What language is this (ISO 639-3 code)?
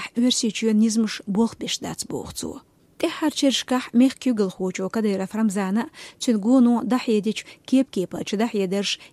che